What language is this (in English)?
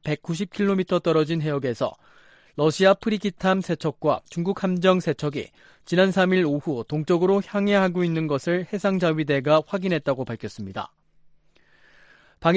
Korean